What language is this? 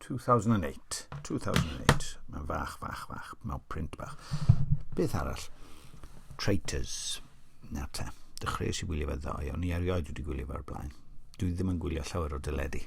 Welsh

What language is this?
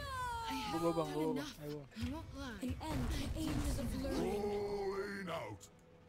Indonesian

